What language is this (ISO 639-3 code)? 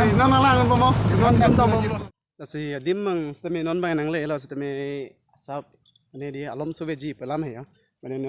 mjw